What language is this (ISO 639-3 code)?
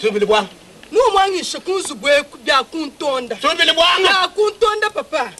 lua